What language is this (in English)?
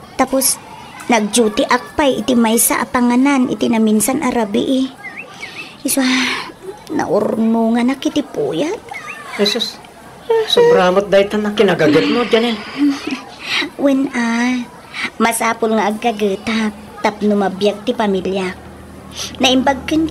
Iloko